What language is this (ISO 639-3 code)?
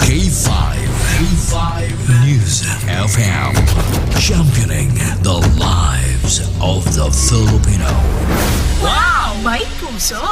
hil